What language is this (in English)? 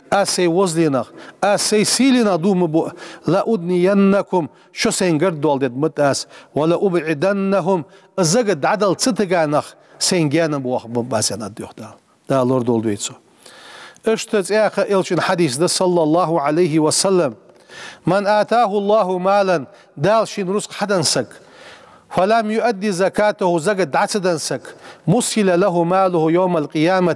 Ingush